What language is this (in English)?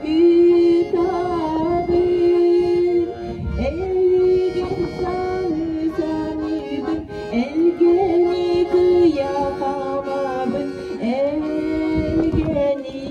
Yakut